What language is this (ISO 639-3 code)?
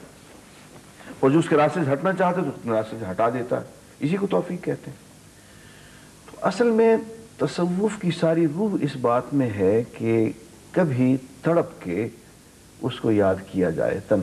urd